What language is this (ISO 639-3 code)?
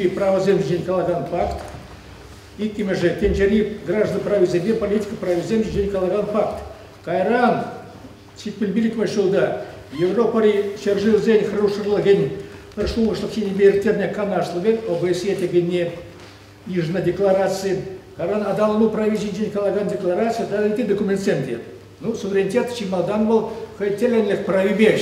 chv